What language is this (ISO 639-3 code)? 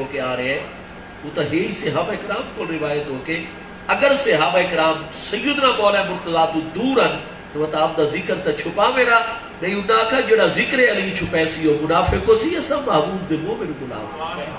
skr